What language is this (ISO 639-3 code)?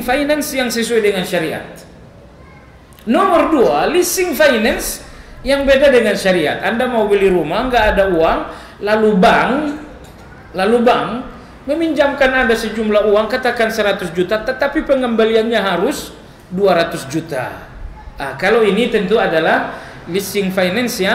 ind